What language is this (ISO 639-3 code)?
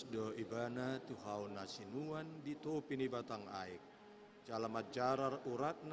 bbc